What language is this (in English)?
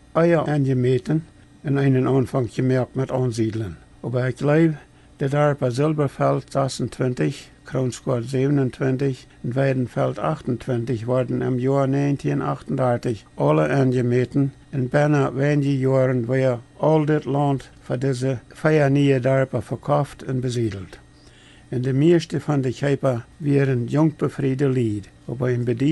Plautdietsch